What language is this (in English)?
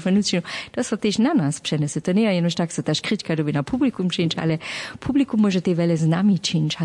Upper Sorbian